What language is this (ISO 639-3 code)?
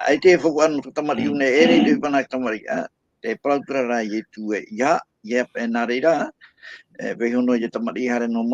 tah